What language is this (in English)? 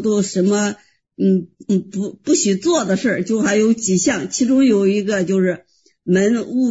Chinese